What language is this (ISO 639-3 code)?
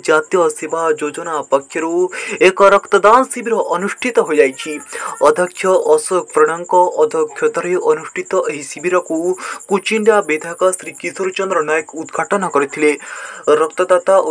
ori